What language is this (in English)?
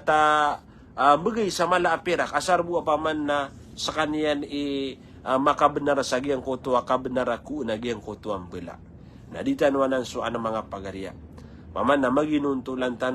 Maranao